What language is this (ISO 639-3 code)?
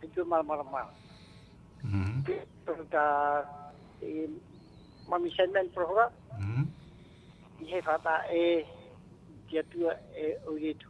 tah